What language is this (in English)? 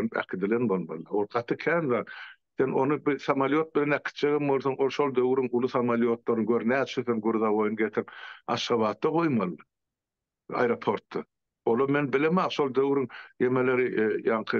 Turkmen